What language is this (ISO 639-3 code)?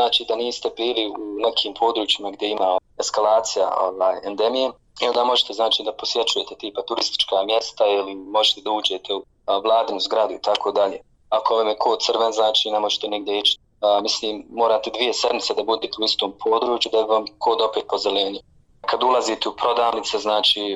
bos